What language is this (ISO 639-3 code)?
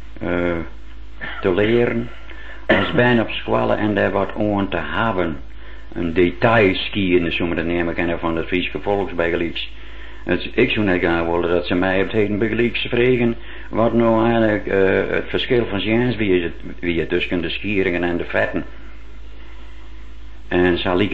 nld